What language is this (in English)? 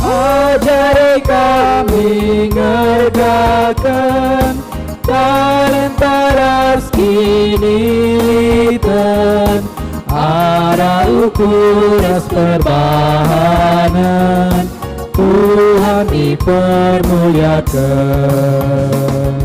Batak Karo